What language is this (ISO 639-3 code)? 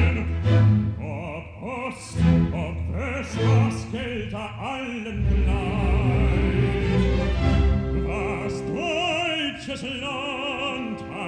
deu